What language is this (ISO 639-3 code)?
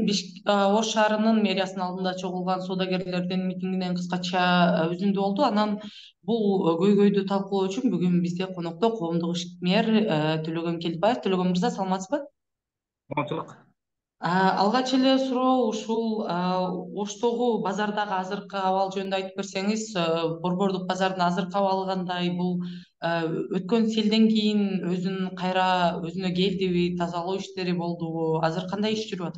kir